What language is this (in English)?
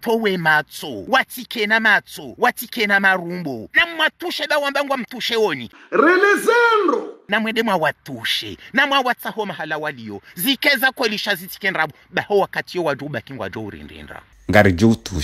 Ngazidja Comorian